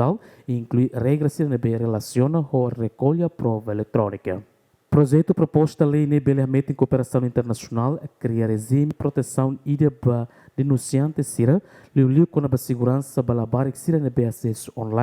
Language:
Tetum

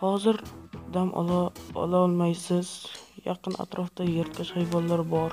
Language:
Kara-Kalpak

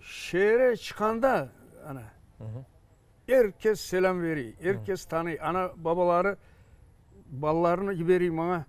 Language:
Crimean Tatar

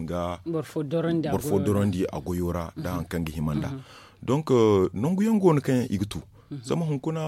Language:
Zarma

